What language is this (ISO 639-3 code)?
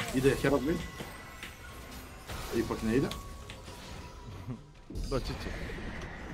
hrv